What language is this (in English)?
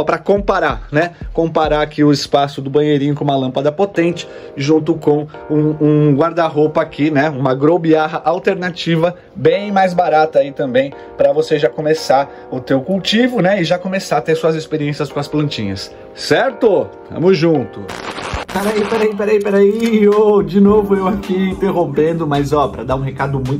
Portuguese